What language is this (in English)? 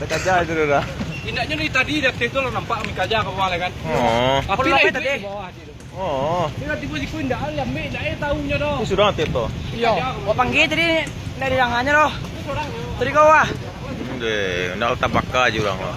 Minangkabau